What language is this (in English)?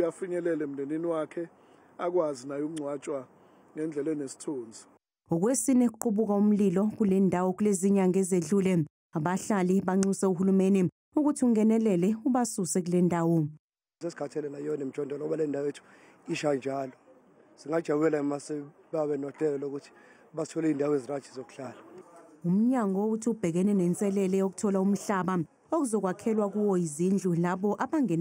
Zulu